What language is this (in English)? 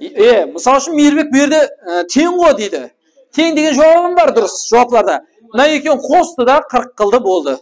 Kara-Kalpak